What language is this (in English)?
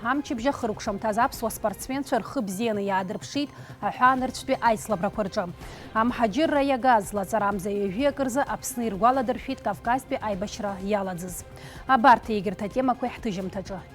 Abkhazian